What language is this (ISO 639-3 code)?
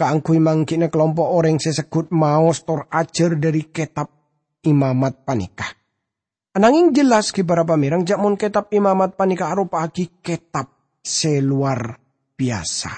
mad